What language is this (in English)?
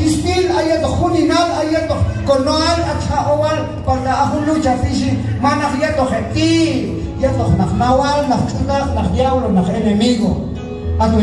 Q'anjob'al